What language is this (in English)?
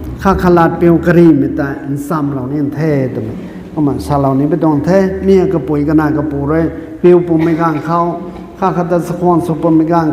Rongmei Naga